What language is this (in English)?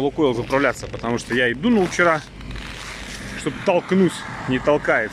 Russian